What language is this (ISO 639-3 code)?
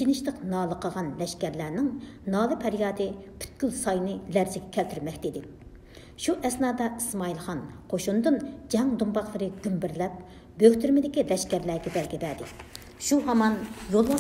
uig